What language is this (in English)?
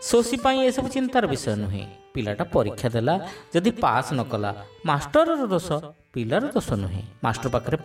Odia